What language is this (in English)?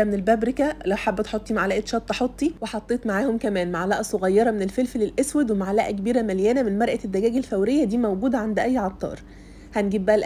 Egyptian Arabic